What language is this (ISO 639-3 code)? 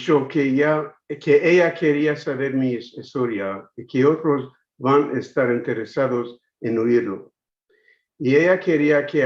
lad